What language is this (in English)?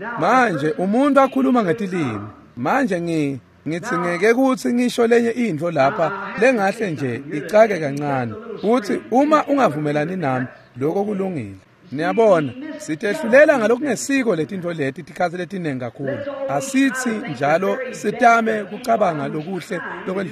Swati